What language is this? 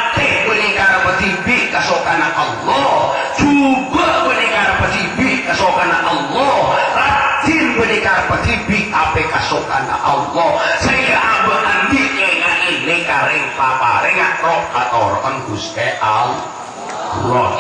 Madurese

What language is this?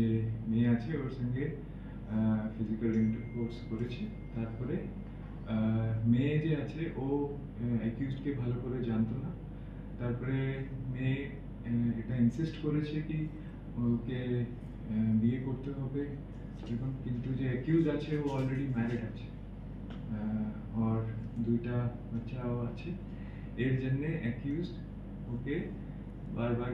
Bangla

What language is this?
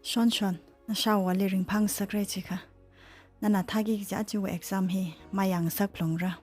Tangkhul Naga (India)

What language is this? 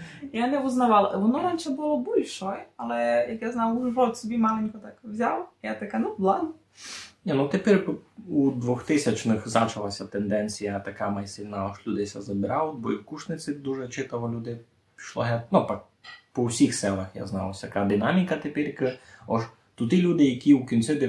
Rusyn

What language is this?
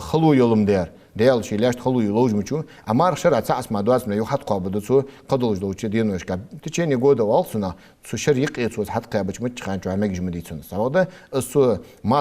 Ingush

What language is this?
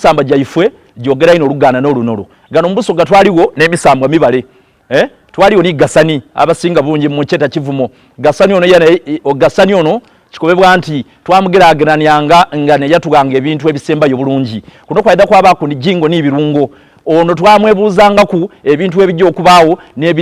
Soga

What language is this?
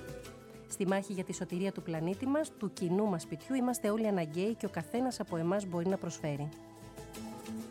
Greek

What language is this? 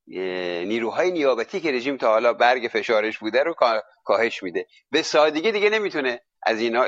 Persian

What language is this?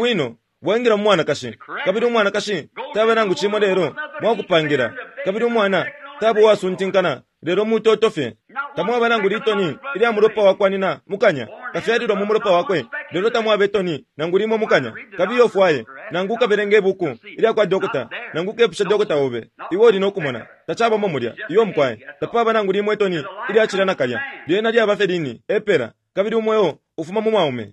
Bemba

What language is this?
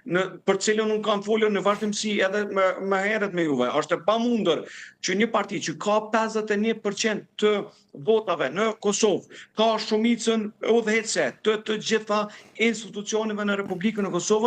Albanian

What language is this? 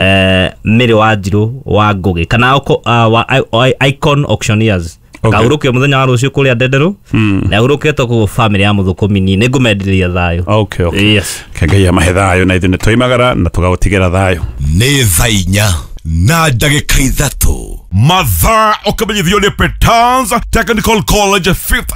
Kikuyu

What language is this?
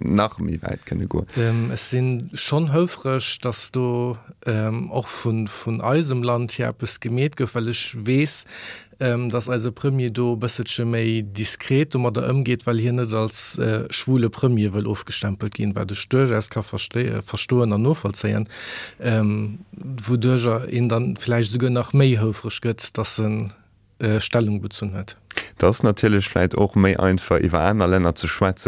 Luxembourgish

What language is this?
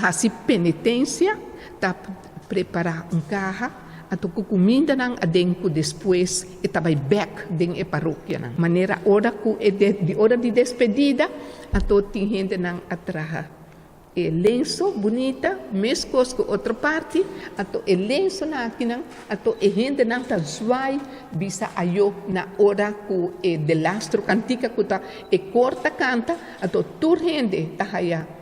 Papiamento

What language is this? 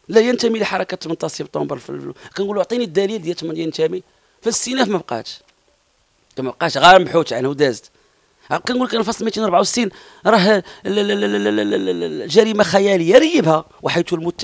Moroccan Arabic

